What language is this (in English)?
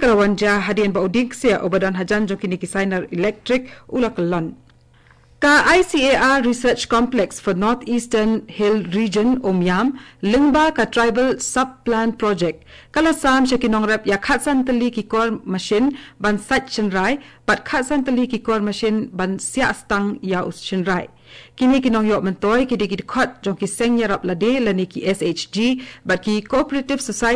Khasi